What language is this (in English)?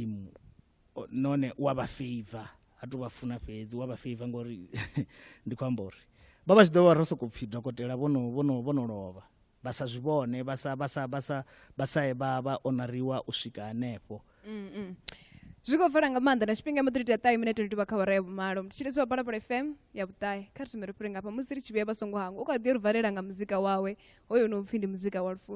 Venda